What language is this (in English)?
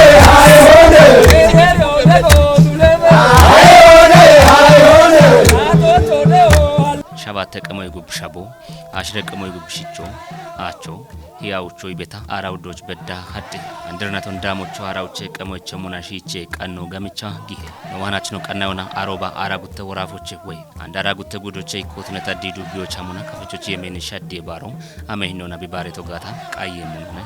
Kafa